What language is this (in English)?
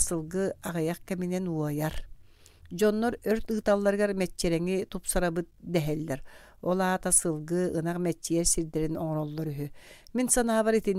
Yakut